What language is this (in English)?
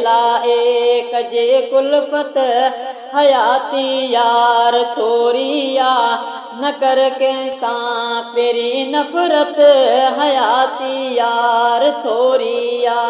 Sindhi